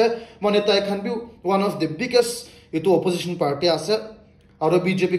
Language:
Naga Pidgin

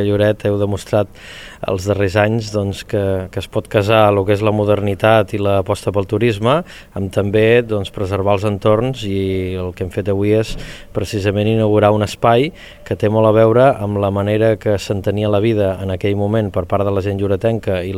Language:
Catalan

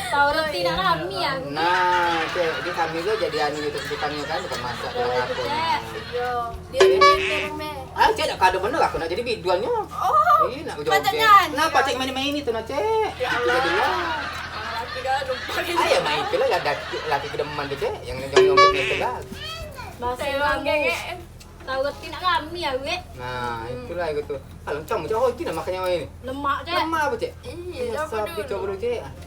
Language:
Musi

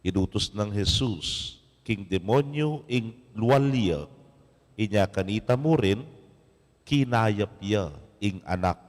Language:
Pampanga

